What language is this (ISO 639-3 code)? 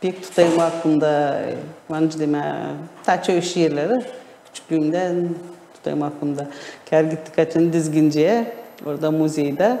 gag